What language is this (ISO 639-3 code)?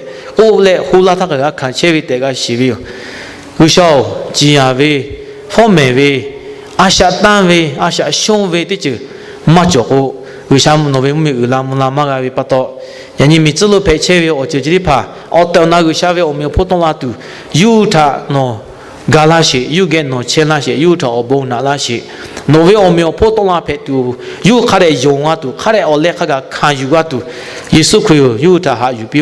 lhu